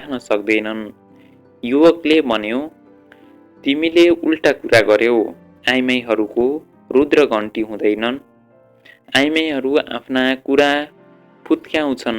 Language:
Nepali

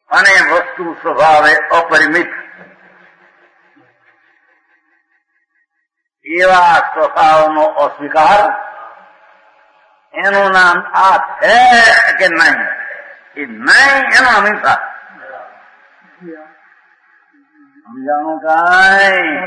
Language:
Gujarati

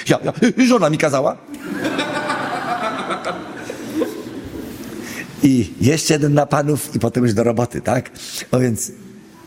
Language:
Polish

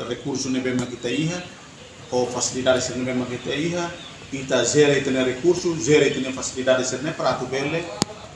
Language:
Tetum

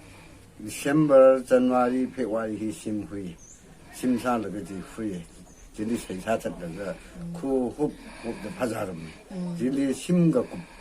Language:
Tangkhul Naga (India)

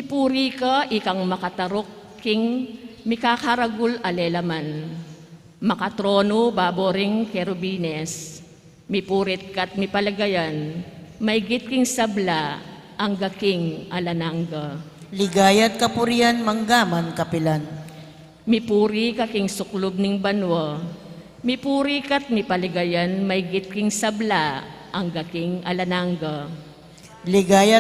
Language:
Pampanga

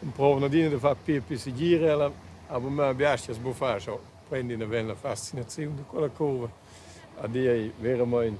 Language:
Romansh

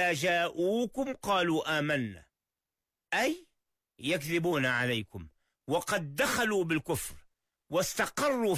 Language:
Arabic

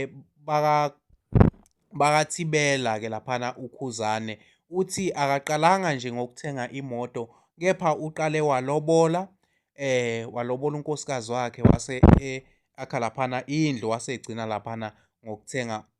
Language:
Zulu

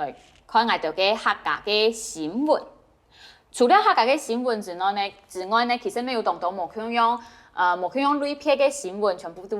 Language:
Hakka Chinese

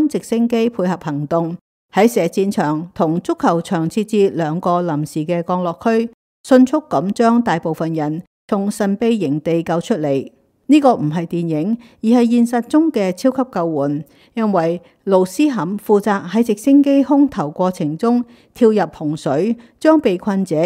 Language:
Cantonese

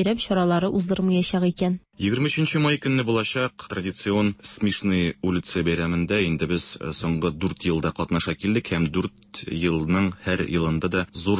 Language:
Tatar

